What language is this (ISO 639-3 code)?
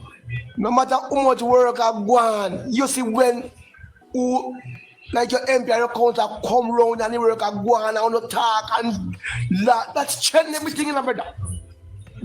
jam